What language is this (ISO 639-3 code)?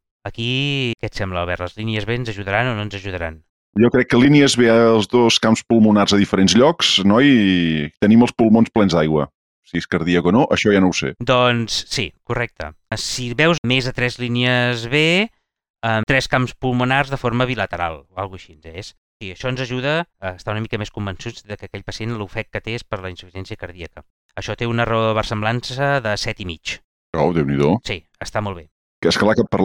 cat